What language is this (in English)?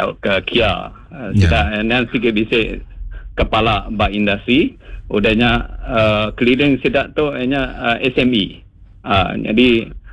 Iban